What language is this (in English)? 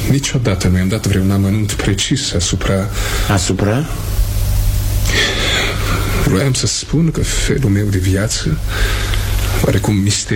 Romanian